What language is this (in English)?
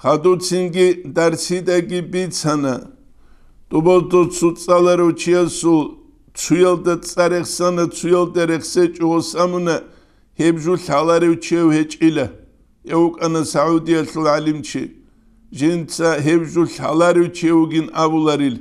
Avaric